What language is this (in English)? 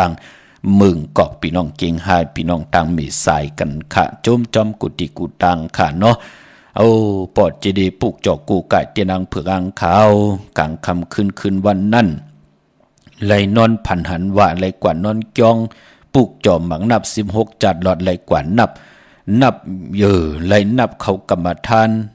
Shan